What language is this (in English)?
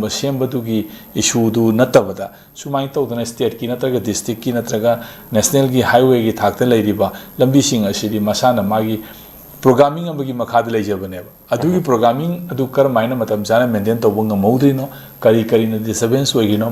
Manipuri